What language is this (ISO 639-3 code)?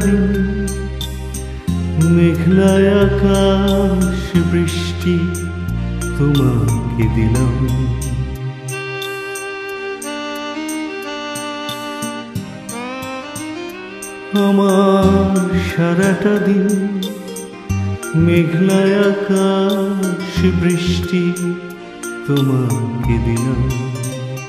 ben